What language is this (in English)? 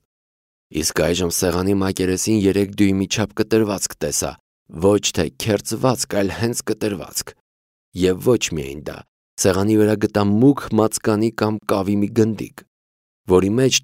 Armenian